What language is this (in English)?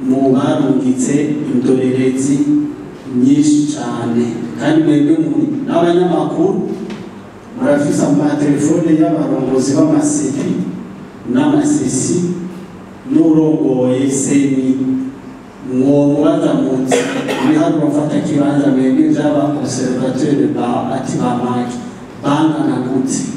Rundi